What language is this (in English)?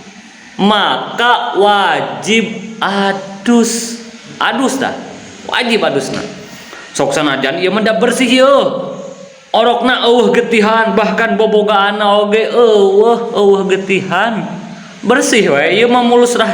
Sundanese